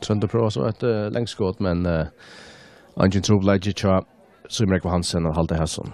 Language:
Faroese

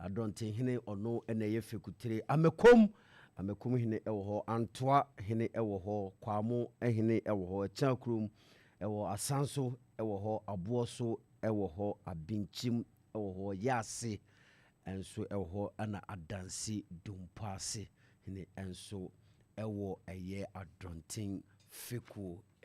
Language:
Akan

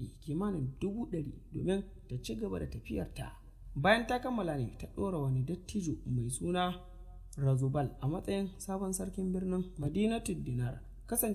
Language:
Hausa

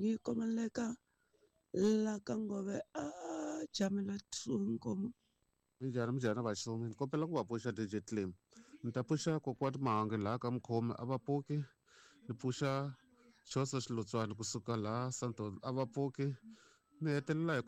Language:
Tsonga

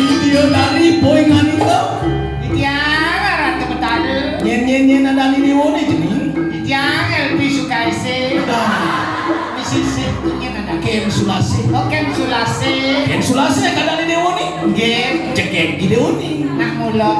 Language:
Balinese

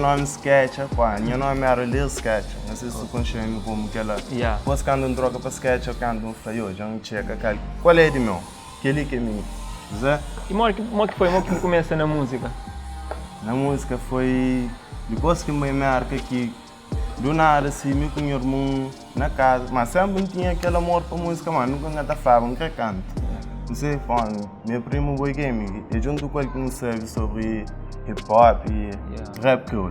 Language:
Kabuverdianu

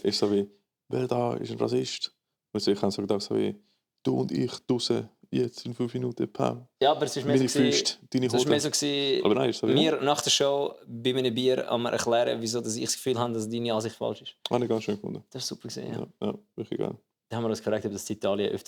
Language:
Swiss German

